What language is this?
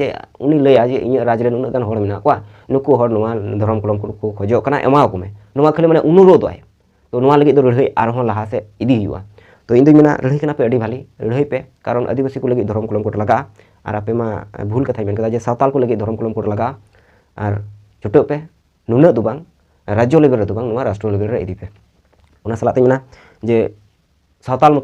Santali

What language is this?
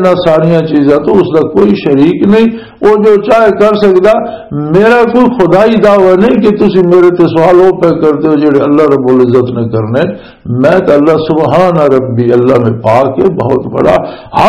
Western Panjabi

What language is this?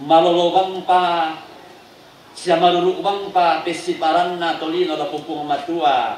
Toraja-Sa'dan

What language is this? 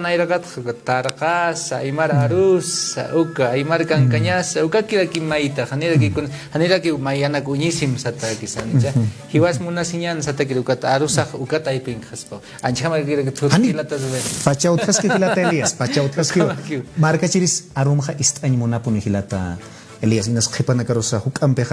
Aymara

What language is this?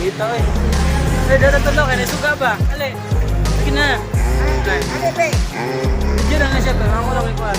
Cebuano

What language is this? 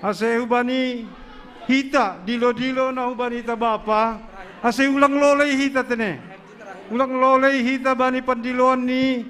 Batak Simalungun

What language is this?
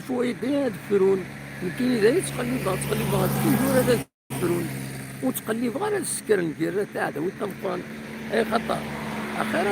Kabyle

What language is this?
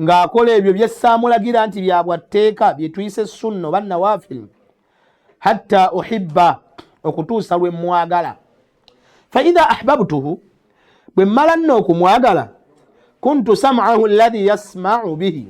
Ganda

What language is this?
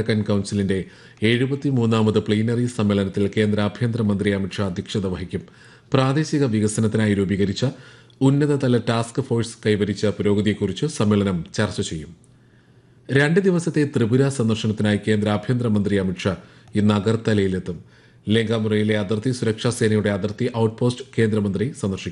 Malayalam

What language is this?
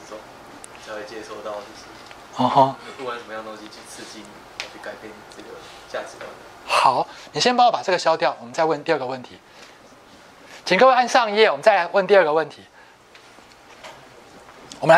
Chinese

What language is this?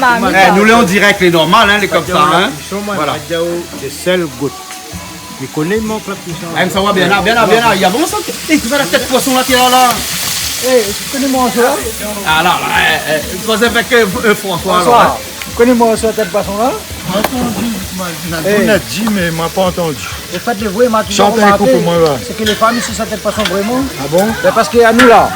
Réunion Creole French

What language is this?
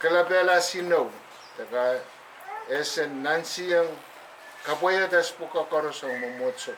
Pohnpeian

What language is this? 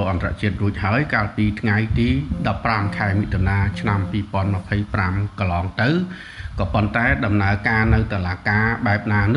Khmer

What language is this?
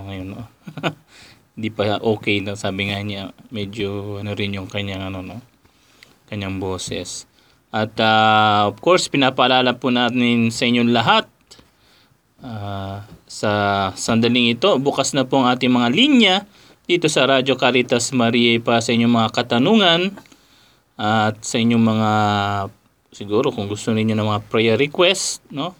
Filipino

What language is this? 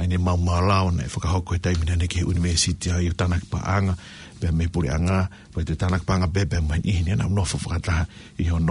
Tongan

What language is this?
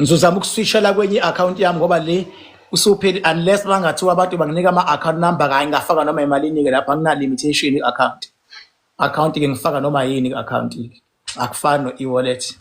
Zulu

